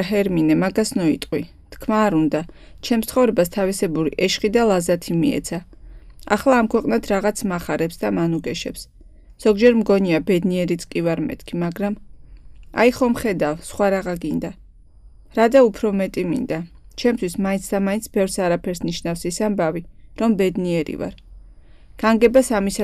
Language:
Georgian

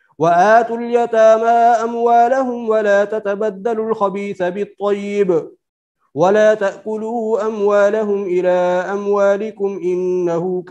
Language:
Arabic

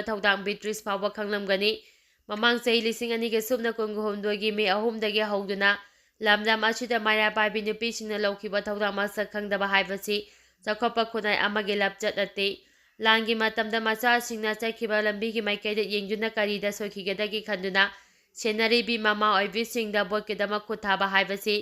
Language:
Manipuri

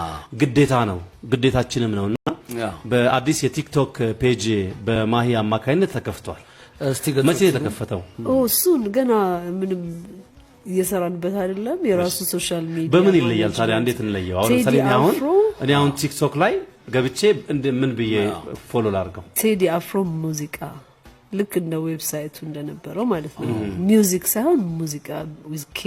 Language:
Amharic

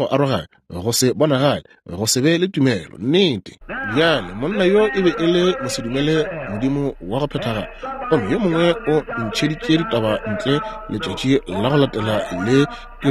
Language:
Northern Sotho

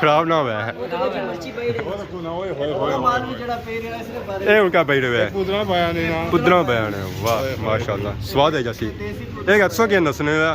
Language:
Pahari-Potwari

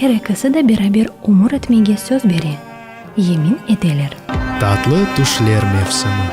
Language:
Crimean Tatar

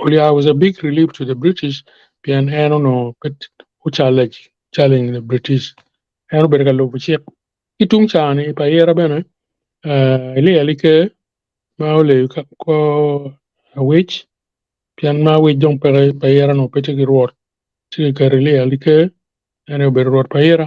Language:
Acoli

